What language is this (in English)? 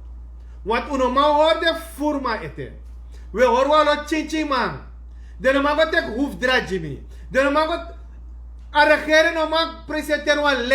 Sranan Tongo